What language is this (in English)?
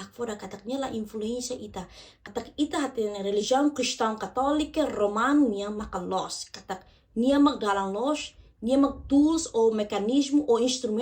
Tetum